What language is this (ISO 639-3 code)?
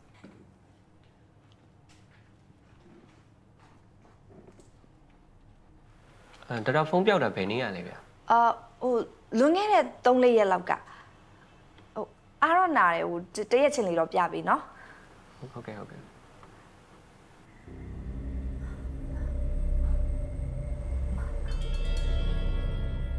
mya